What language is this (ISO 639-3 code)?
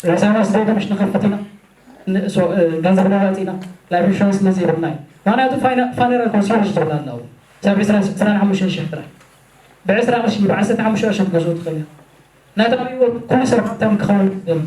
tir